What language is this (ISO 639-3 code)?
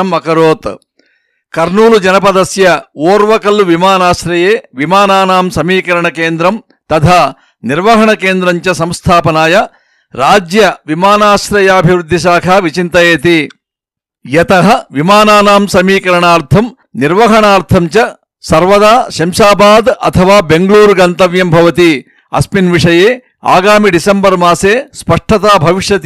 san